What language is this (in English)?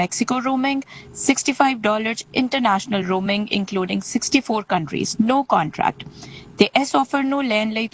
Punjabi